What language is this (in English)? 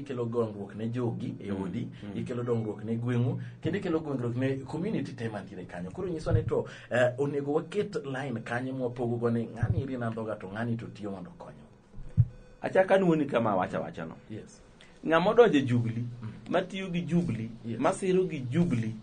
Luo (Kenya and Tanzania)